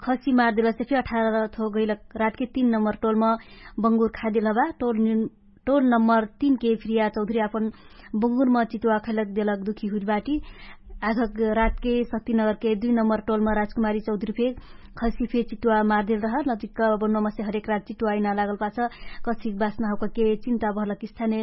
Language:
Dangaura Tharu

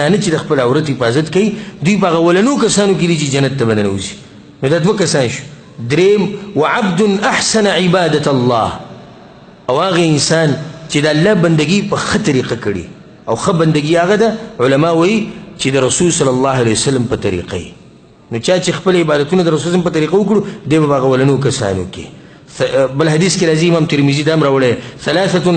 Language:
Pashto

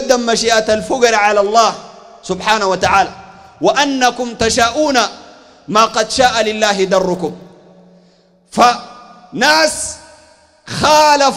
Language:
Sudanese Arabic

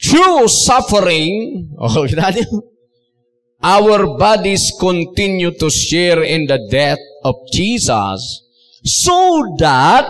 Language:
Iloko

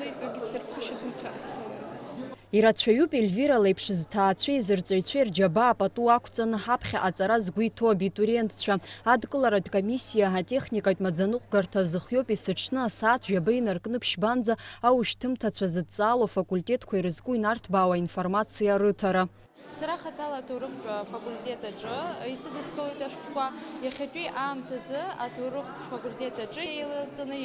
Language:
Abkhazian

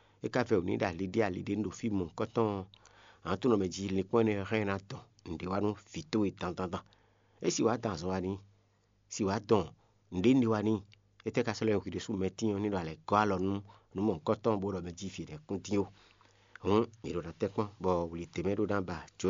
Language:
Fon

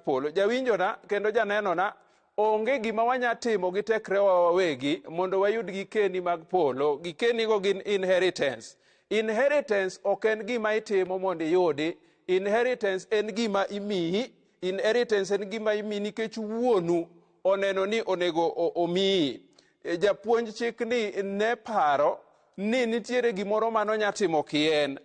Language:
Luo (Kenya and Tanzania)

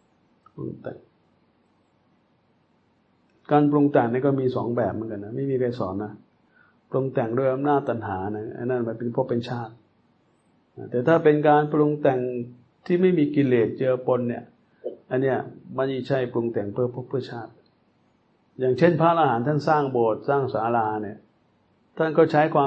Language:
Thai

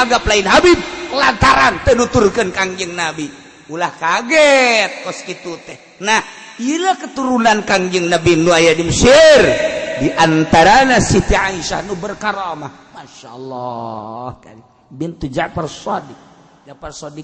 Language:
Sundanese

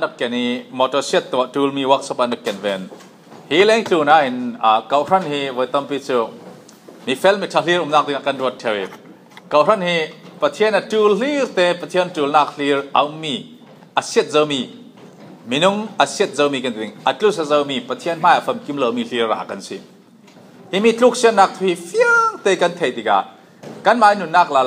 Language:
Falam Chin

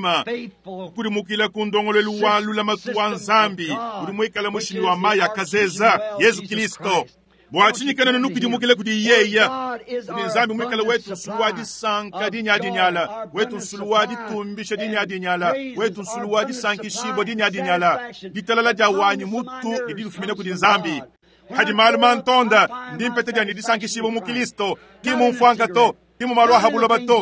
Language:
Luba-Lulua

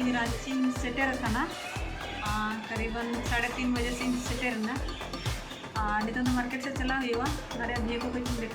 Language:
Santali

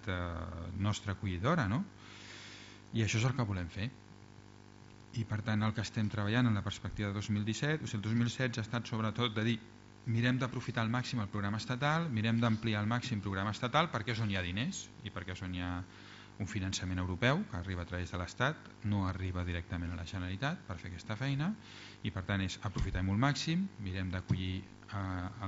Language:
Catalan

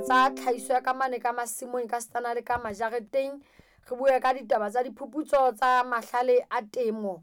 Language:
Southern Sotho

